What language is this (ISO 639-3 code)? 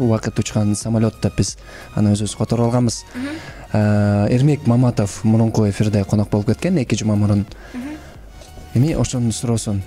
kir